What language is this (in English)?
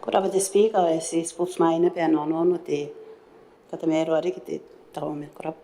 Gilbertese